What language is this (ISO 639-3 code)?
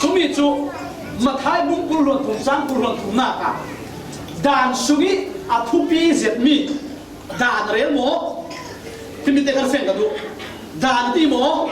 cfm